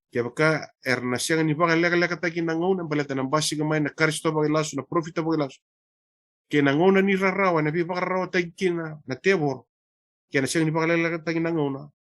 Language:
Fijian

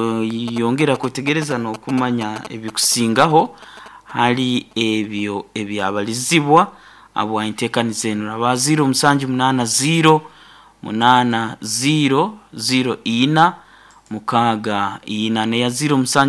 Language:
Nyoro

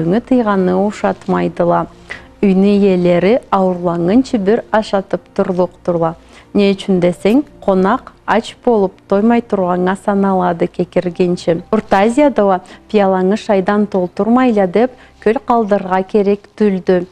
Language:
Karachay-Balkar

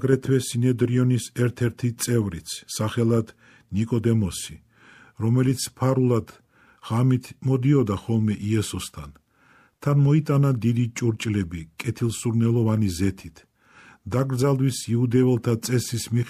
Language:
Georgian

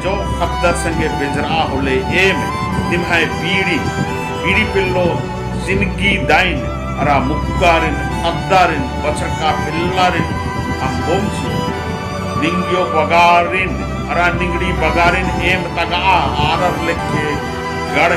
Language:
Kurukh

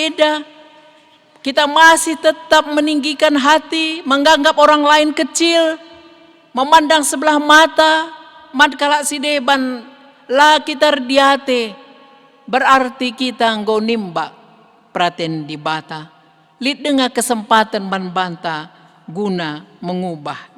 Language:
Batak Karo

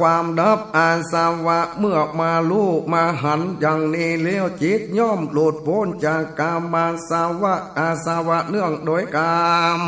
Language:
Northern Thai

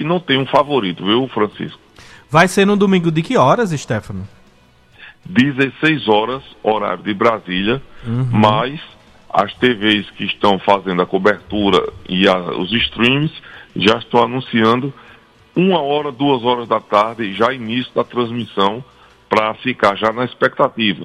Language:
Portuguese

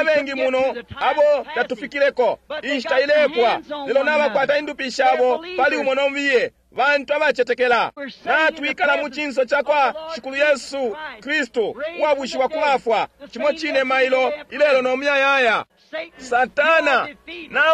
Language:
Bemba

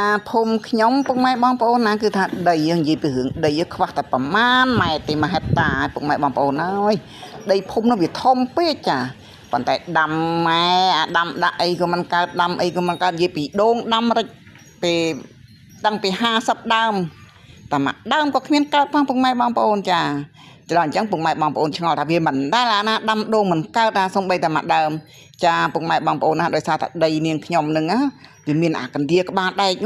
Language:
Khmer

